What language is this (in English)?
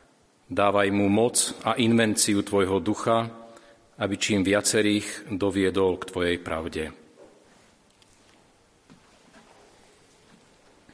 Slovak